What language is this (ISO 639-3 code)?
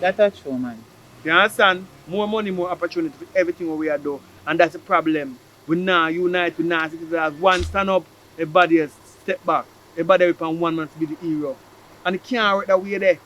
jam